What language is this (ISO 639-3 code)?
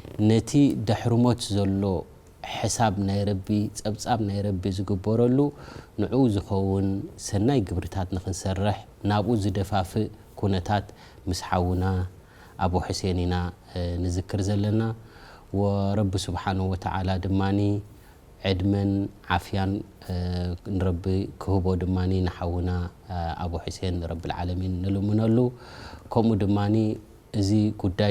tir